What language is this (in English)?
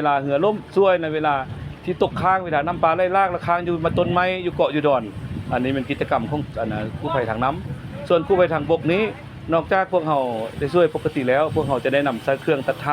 Lao